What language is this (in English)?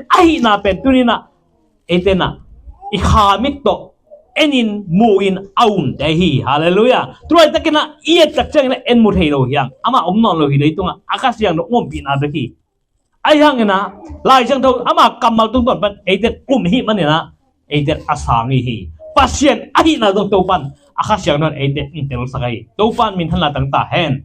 Tedim Chin